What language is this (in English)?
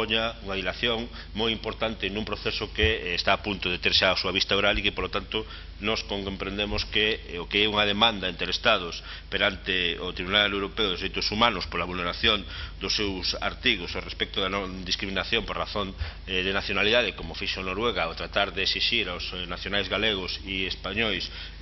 Galician